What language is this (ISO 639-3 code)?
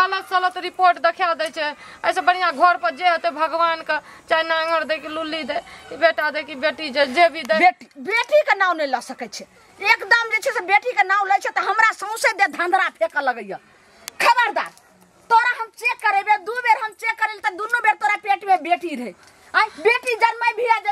mai